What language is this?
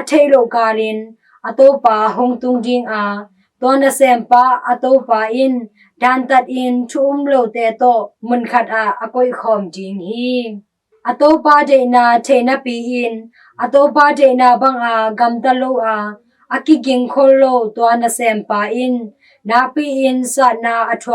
Tedim Chin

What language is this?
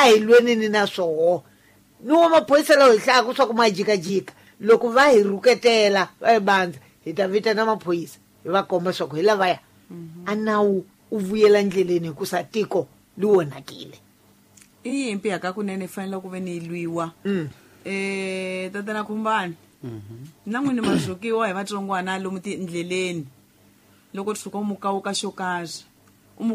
Tsonga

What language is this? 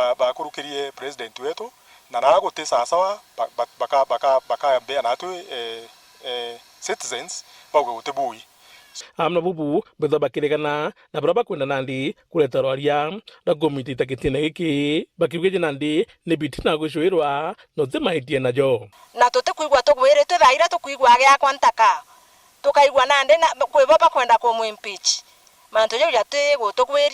Meru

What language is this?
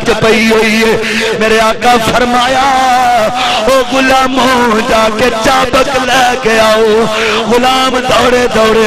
Urdu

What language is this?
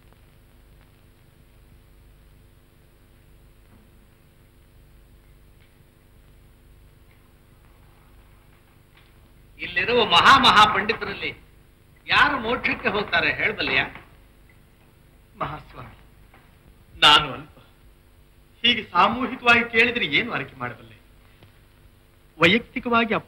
Kannada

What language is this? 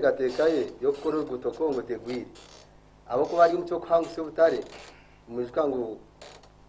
Nyankole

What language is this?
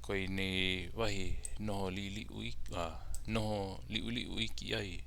Hawaiian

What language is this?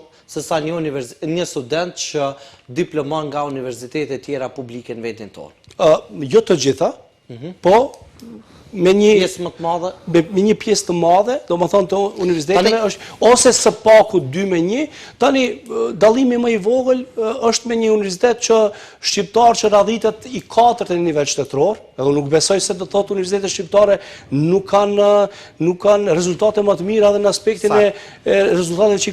Albanian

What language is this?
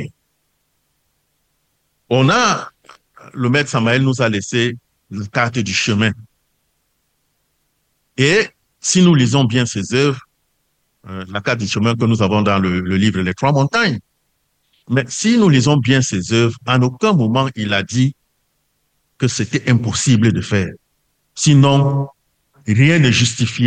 French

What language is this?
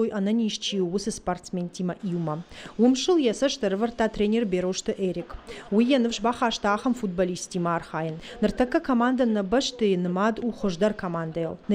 Ossetic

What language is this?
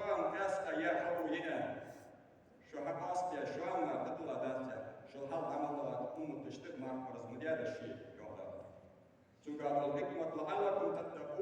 Ingush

